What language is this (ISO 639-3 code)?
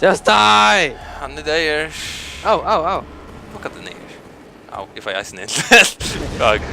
fao